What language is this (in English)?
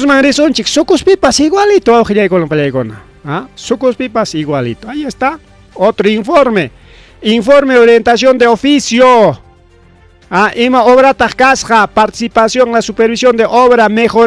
Ayacucho Quechua